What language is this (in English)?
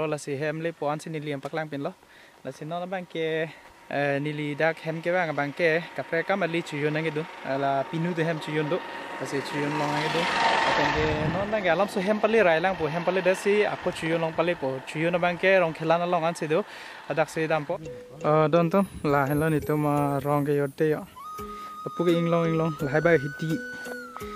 Karbi